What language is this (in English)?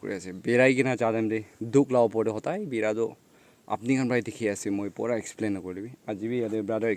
Naga Pidgin